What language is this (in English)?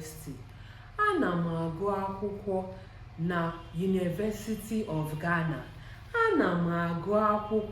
Igbo